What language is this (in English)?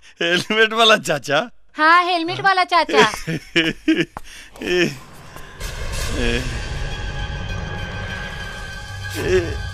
Bhojpuri